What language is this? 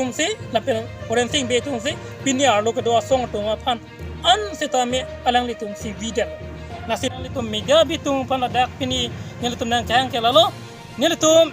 Karbi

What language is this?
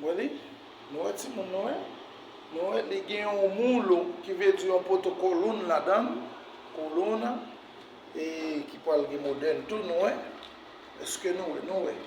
Haitian Creole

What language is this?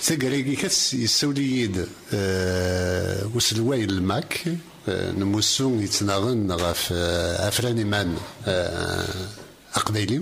Kabyle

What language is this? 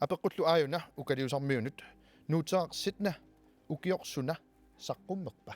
Kalaallisut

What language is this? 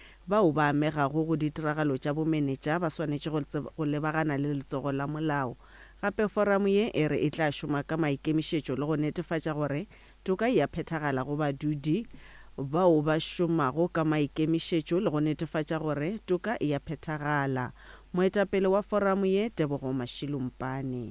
Northern Sotho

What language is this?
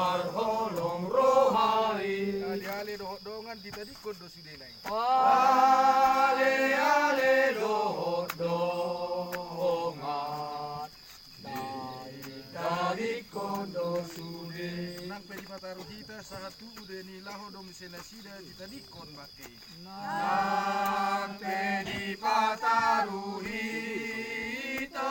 Batak Toba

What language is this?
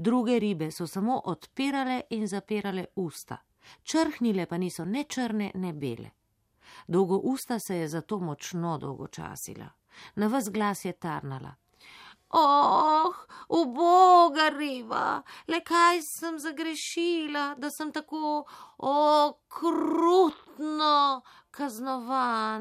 Slovenian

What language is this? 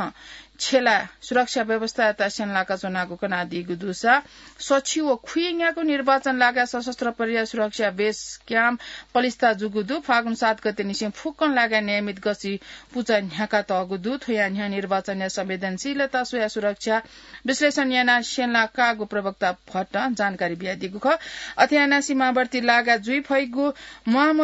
Newari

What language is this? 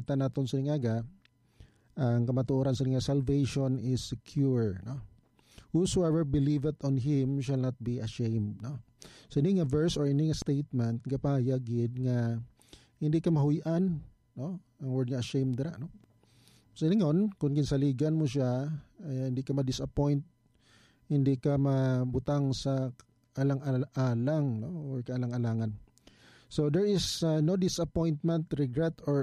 Hiligaynon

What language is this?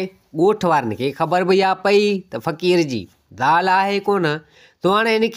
Sindhi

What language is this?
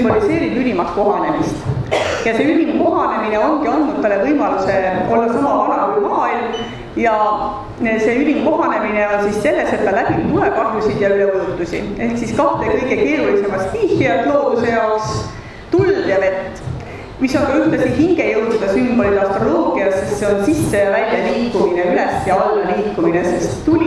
Estonian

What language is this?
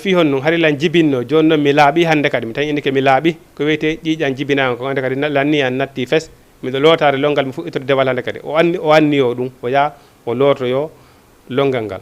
Fula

